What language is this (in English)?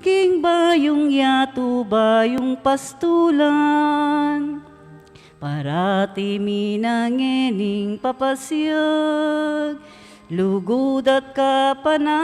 Pampanga